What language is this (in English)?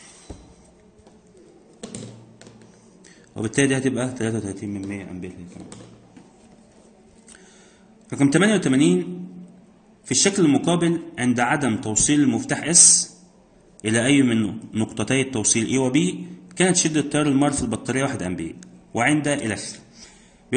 Egyptian Arabic